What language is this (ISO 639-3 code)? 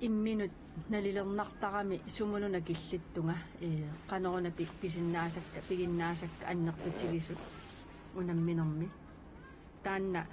kal